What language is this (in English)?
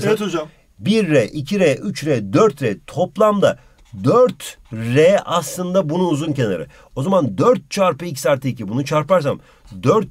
Turkish